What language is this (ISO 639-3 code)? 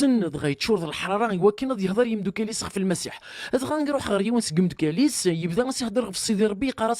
kab